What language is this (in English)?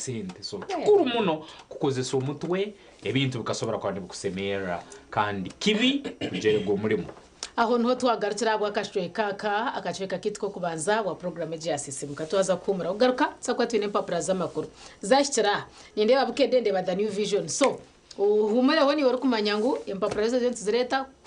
Nyankole